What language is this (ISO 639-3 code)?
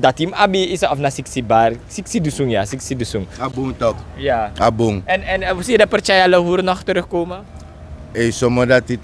srn